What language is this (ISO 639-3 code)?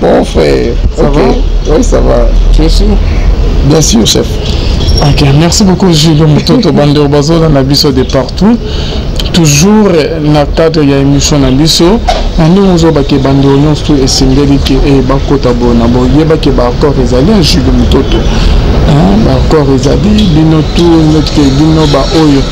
lin